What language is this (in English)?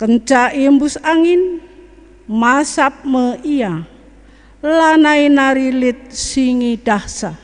Batak Karo